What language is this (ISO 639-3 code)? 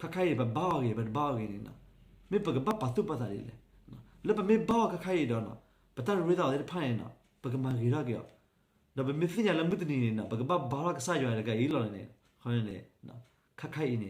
ksw